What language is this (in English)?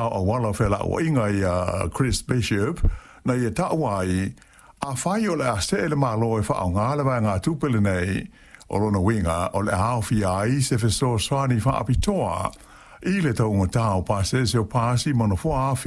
Samoan